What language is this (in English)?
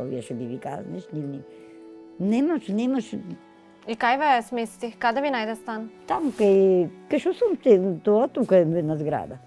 Macedonian